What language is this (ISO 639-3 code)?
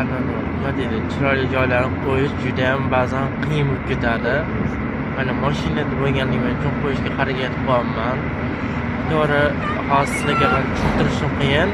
uzb